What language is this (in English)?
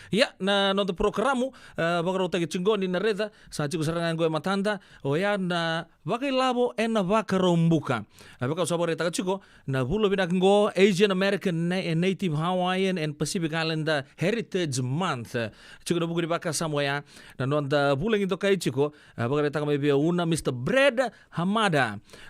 Fijian